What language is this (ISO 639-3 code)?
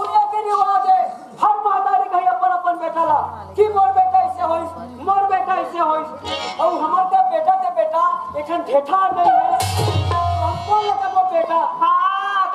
hne